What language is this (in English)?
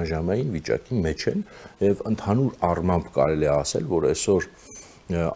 Armenian